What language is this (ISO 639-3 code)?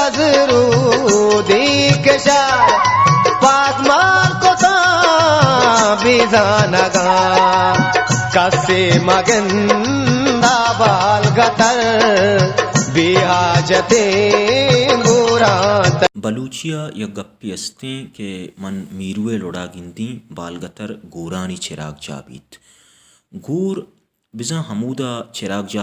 bal